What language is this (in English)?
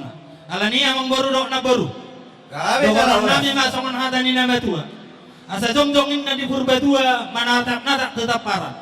Batak Toba